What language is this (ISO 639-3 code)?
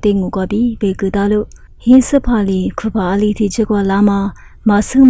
lis